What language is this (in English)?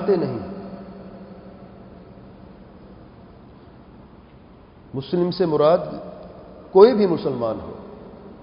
Urdu